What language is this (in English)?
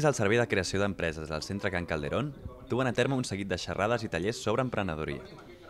Catalan